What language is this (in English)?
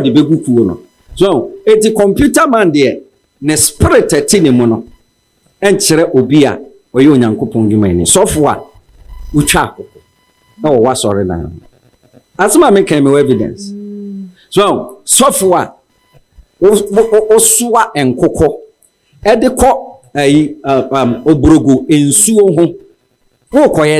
Akan